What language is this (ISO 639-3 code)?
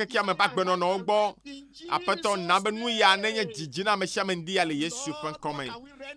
ewe